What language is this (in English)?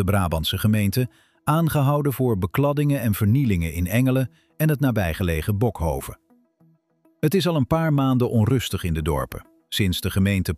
Dutch